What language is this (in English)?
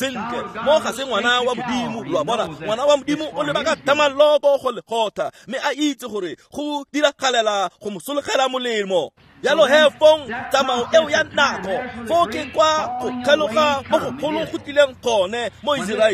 Tswana